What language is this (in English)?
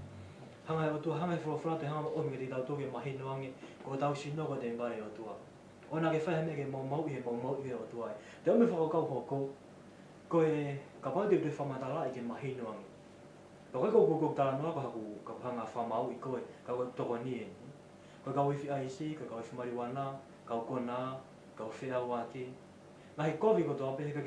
Tongan